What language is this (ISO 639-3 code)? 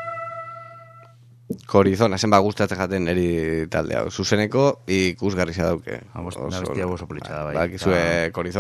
eus